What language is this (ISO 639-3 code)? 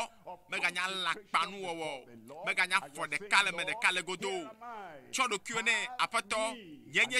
ewe